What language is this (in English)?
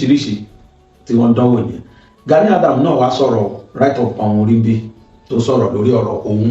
Yoruba